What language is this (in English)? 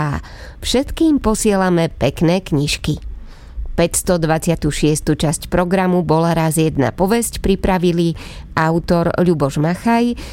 Slovak